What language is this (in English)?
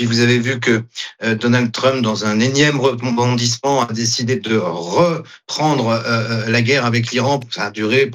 French